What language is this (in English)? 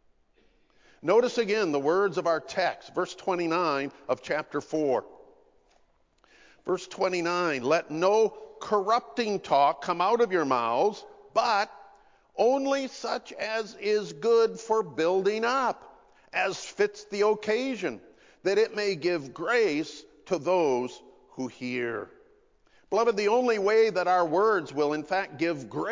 English